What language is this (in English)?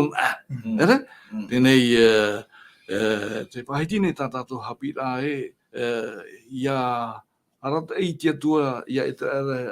Tahitian